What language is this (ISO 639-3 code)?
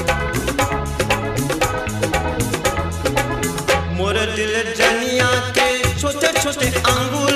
bho